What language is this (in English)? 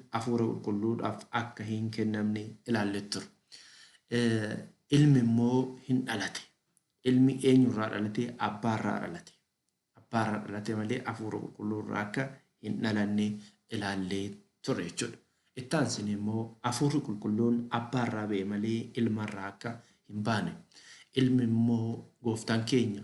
Oromo